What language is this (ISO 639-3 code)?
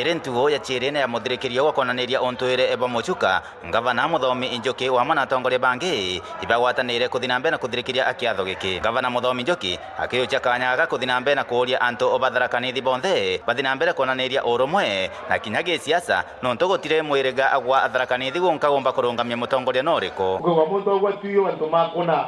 mer